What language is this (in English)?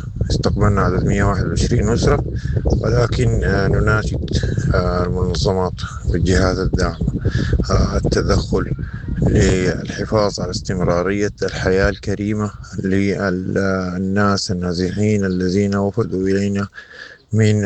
Sudanese Arabic